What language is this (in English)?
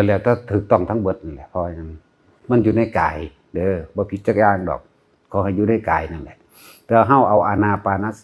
Northeastern Thai